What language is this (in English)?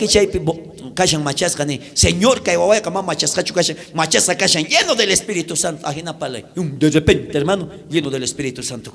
South Bolivian Quechua